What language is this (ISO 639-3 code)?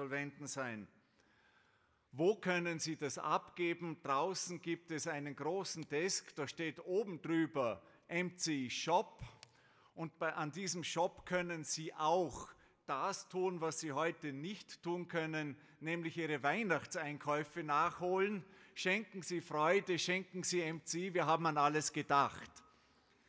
deu